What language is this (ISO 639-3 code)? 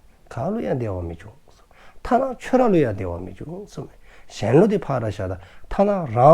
dzo